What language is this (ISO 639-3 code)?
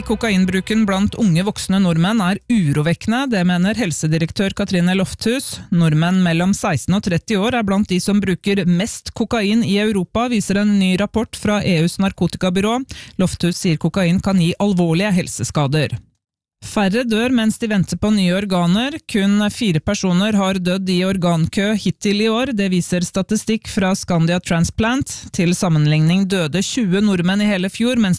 nor